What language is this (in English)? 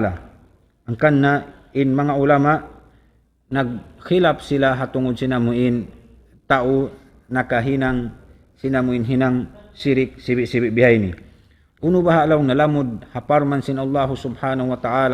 Tausug